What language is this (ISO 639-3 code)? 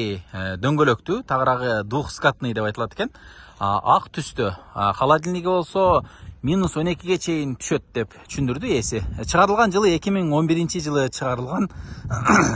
kir